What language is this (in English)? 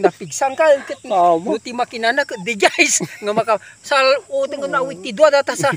Iloko